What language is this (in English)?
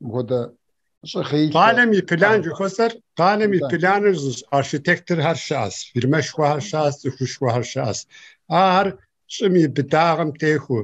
Kabardian